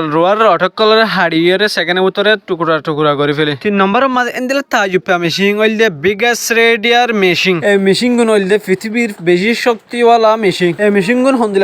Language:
Rohingya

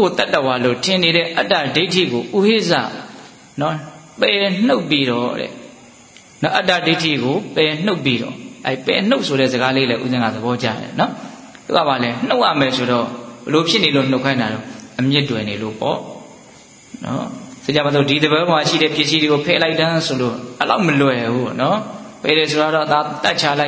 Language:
Burmese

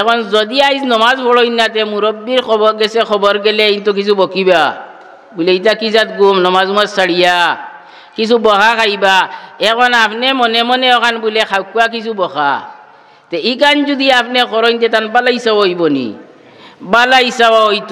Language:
Sylheti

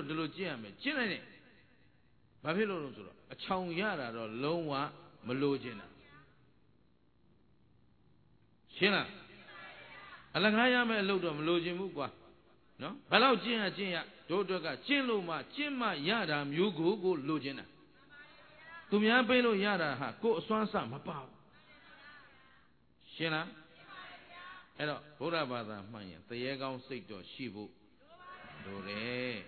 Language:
Burmese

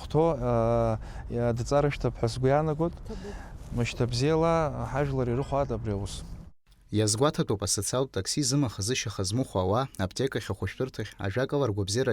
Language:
Abkhazian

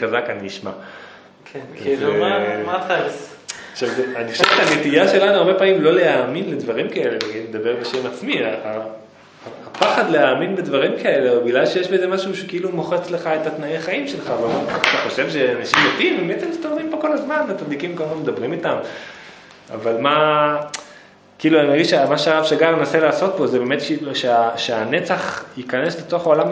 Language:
Hebrew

